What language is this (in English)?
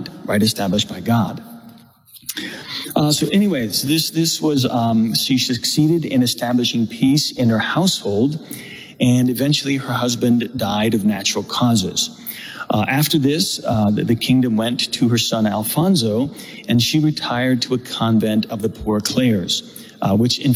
English